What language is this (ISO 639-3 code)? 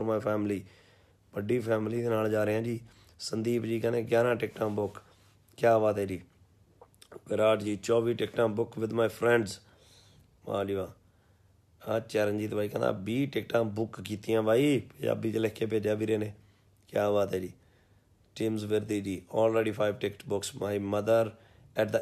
pan